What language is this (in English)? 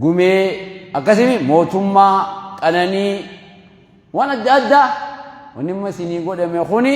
Oromo